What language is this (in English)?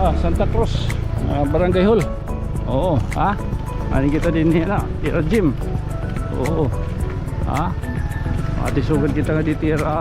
Waray